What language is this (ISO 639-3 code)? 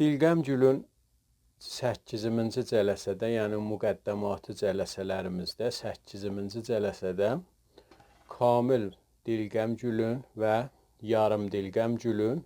azb